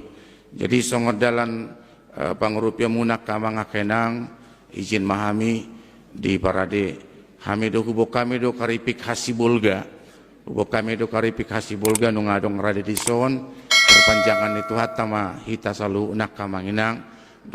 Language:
Batak Toba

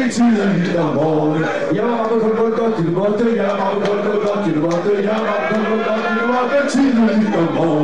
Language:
Danish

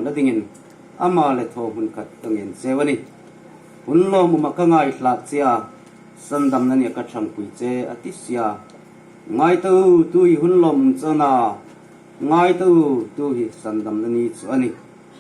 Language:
Hmar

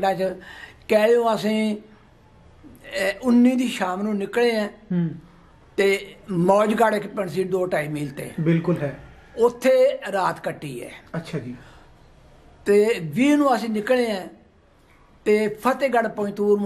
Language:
Punjabi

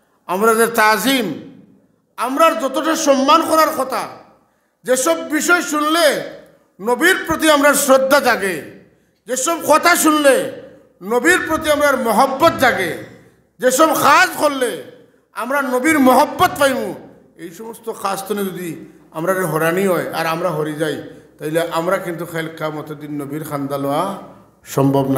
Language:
Sylheti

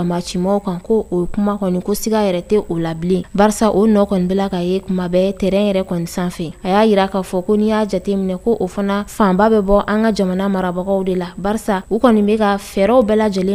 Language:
Bambara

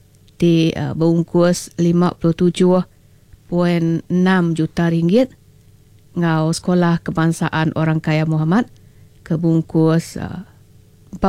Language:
Iban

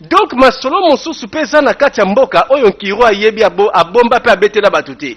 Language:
Lingala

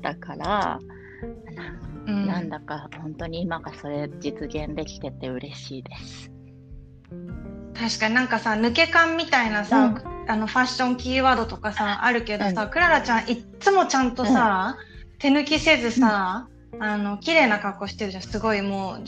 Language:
Japanese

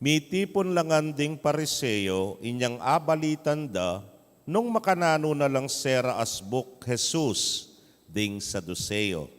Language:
Pampanga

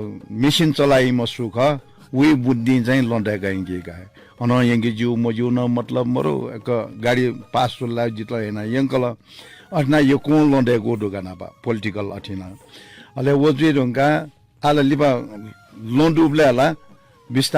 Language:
Newari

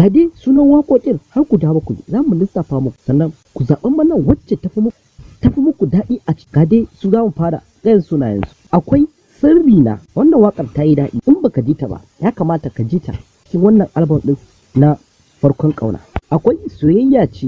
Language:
Hausa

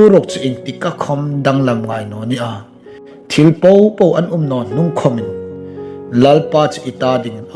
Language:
Hmar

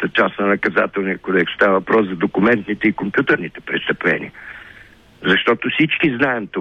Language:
Bulgarian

